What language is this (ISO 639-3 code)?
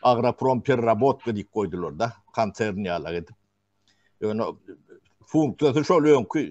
tuk